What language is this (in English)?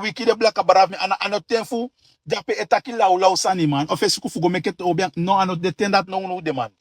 Sranan Tongo